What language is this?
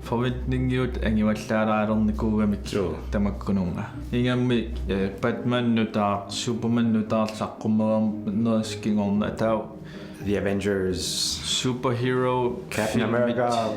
Kalaallisut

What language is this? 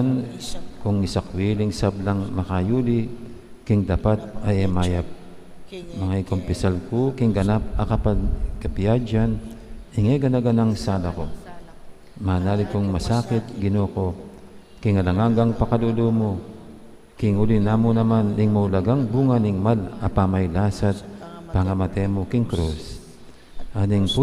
Pampanga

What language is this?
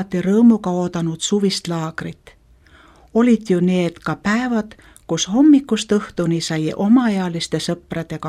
Estonian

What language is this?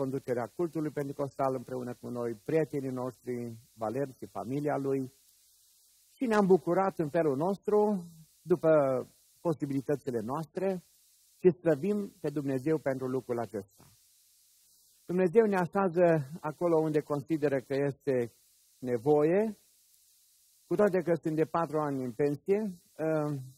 Romanian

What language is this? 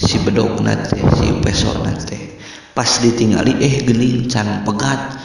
Sundanese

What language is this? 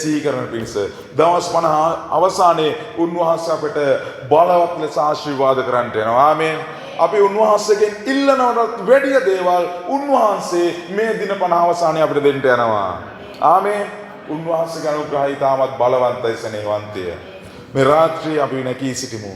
Sinhala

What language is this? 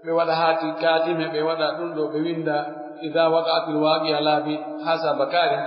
Pular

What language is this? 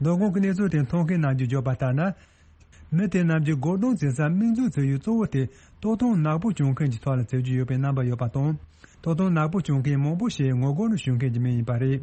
Tibetan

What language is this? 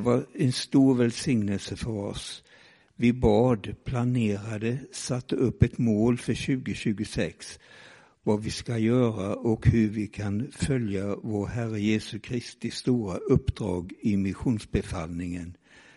Swedish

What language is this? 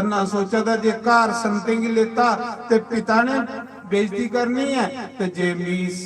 Dogri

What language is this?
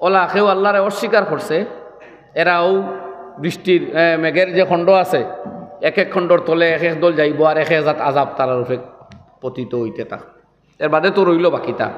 Sylheti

